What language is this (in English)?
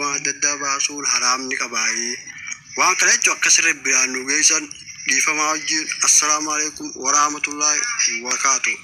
Oromo